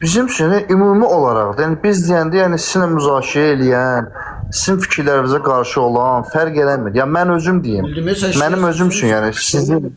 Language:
Azerbaijani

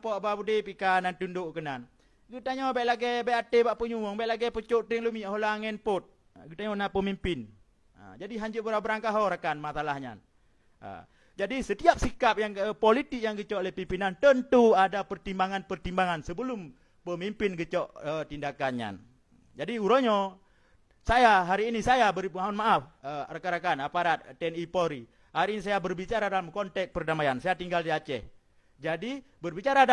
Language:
Achinese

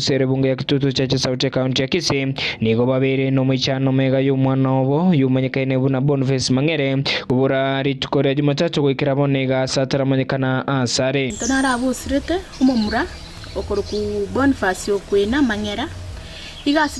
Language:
Gusii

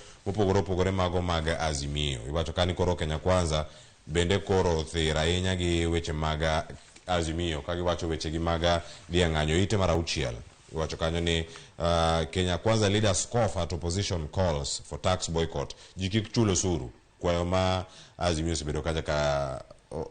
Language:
Luo (Kenya and Tanzania)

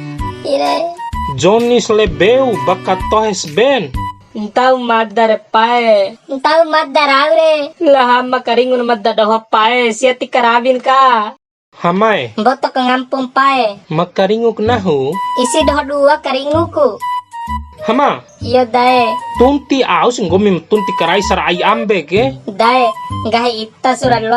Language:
Bima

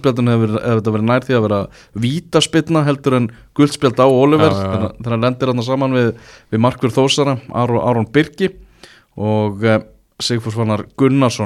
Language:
Icelandic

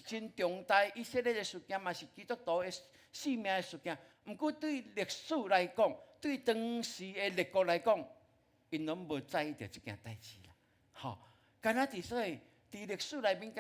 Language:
Min Nan Chinese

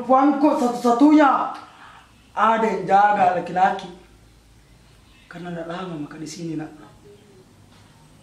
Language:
Indonesian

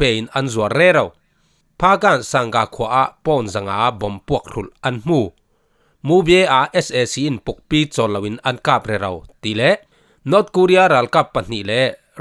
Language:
Falam Chin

